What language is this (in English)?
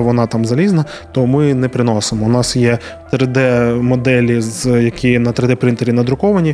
Ukrainian